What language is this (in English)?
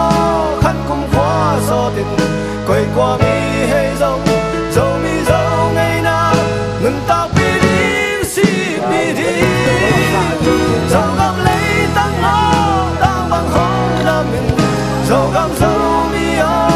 Tedim Chin